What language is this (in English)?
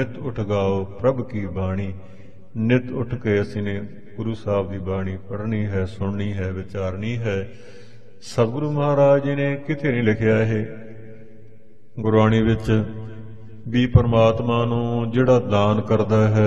Punjabi